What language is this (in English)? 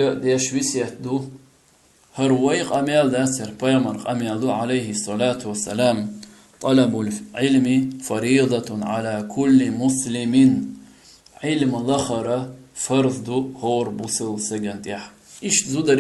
Chechen